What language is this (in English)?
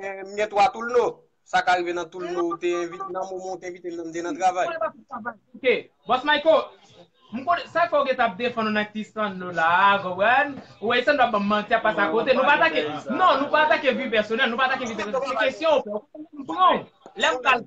Haitian Creole